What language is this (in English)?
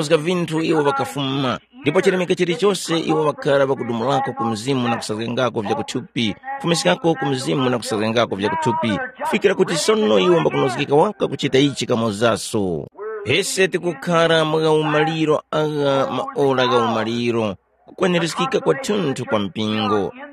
Tumbuka